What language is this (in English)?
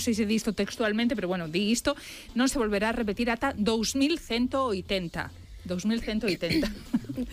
Galician